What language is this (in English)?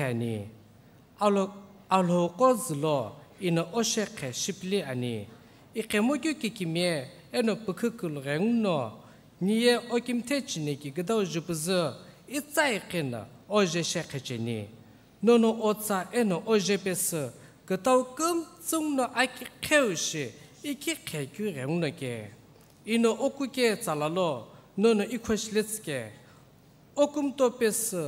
Sumi Naga